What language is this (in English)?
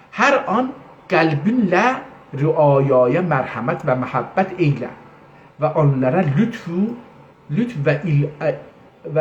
South Azerbaijani